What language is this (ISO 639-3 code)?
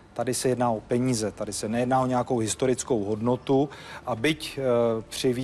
ces